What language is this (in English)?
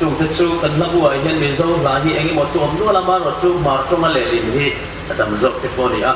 Hmar